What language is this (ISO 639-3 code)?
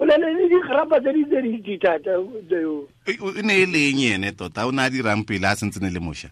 tsn